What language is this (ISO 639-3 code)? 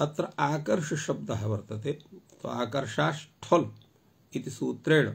san